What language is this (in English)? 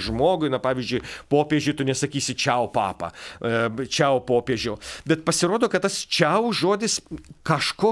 Lithuanian